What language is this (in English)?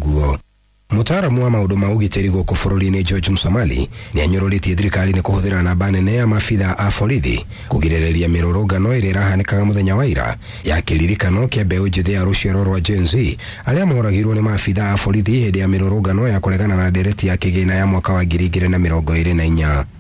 Kikuyu